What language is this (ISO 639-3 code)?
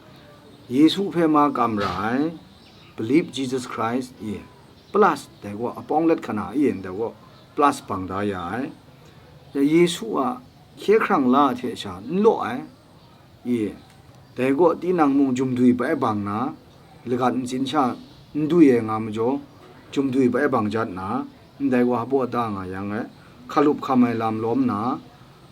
kac